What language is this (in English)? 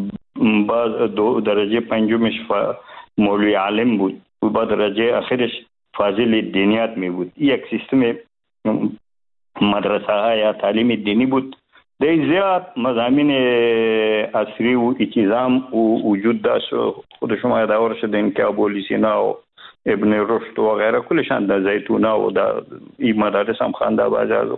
Persian